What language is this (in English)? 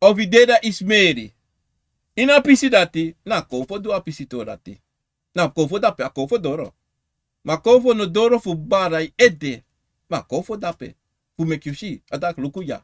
Sranan Tongo